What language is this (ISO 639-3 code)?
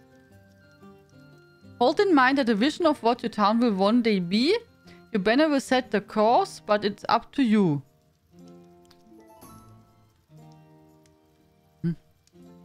eng